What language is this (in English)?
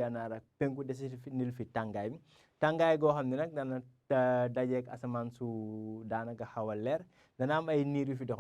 Wolof